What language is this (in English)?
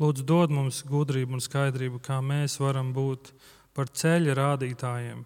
Latvian